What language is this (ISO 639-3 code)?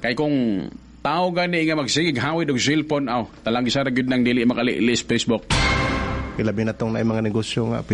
ceb